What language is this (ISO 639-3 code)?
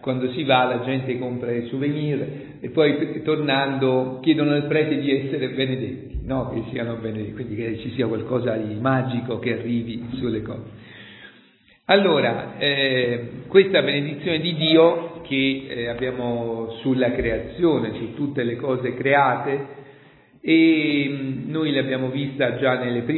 ita